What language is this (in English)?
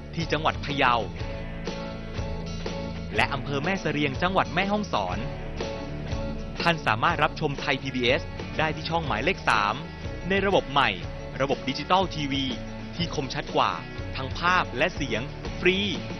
Thai